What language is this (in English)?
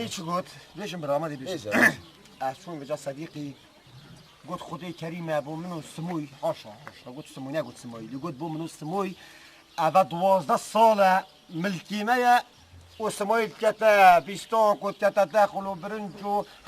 Kurdish